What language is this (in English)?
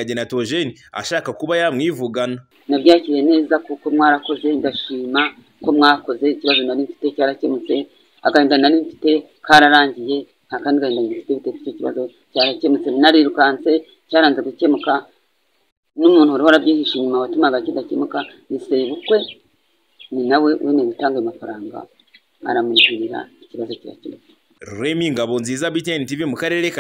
Kinyarwanda